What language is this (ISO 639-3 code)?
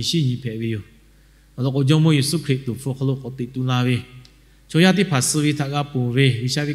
lhu